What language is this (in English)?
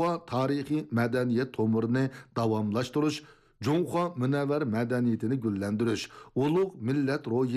Uyghur